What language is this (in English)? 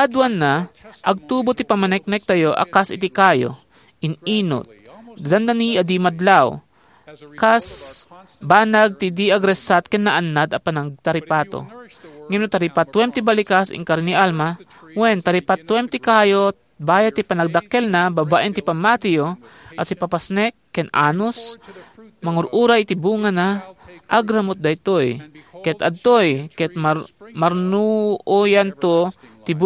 Iloko